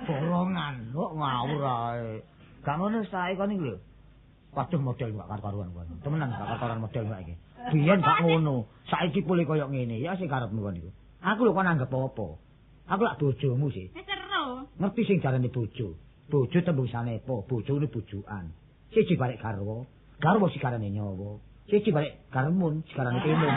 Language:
Javanese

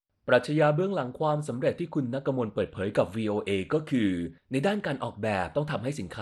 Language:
Thai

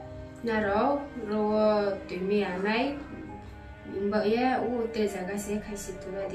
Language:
Riang (India)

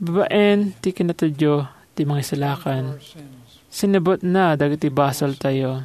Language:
Iloko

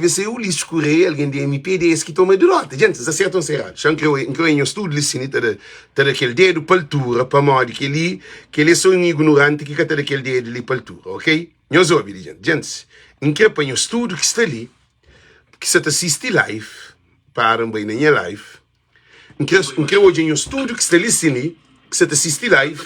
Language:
Kabuverdianu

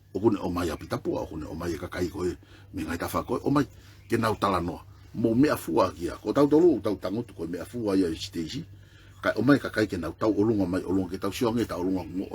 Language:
Tongan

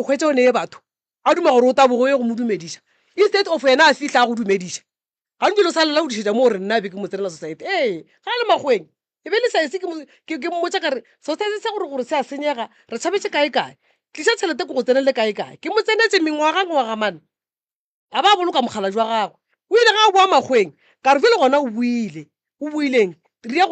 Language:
Northern Sotho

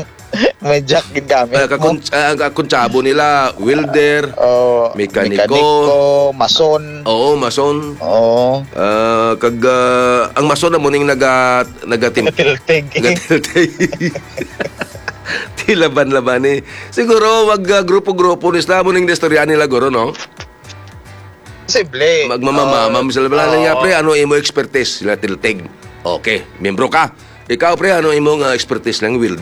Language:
Hiligaynon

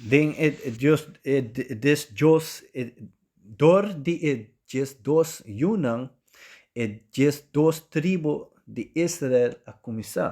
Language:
Papiamento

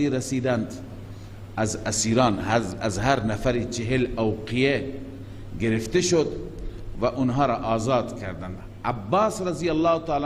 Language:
Persian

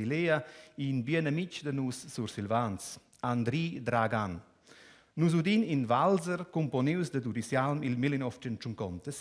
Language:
Romansh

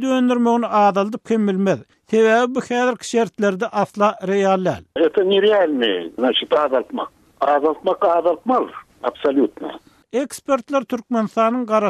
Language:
Turkmen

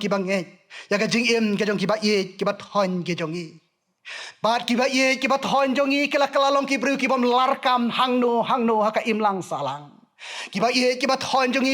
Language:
Khasi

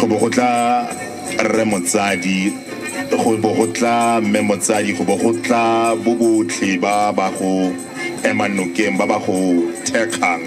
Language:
Tswana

